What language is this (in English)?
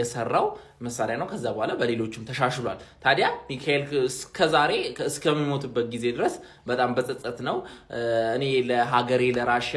Amharic